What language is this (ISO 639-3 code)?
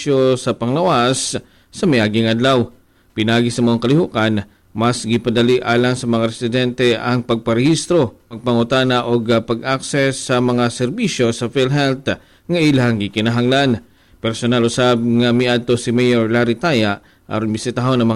ceb